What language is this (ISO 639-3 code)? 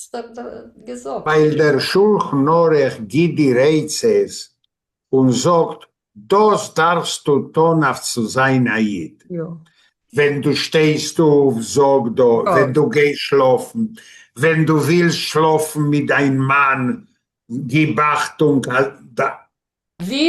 yid